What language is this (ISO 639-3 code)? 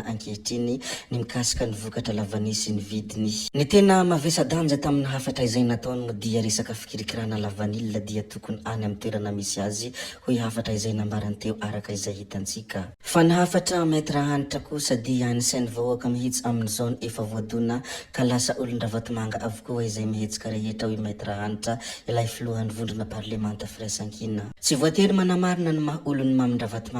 mlg